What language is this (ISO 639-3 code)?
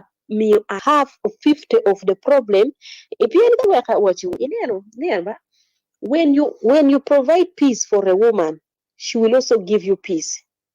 ach